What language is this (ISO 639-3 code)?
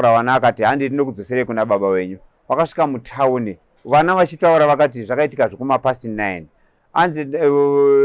sna